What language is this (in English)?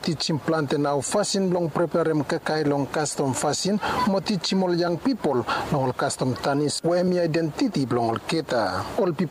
Bislama